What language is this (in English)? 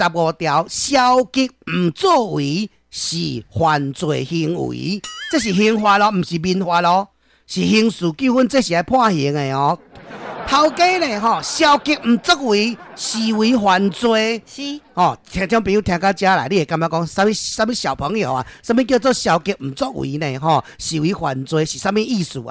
Min Nan Chinese